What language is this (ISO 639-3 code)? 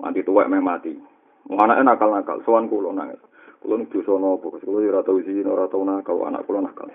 jav